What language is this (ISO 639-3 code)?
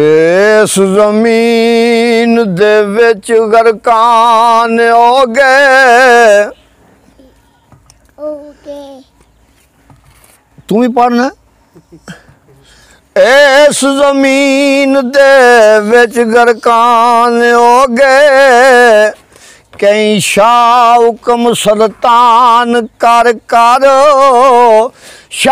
pan